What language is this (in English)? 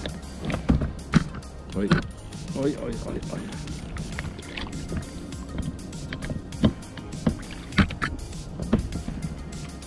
Polish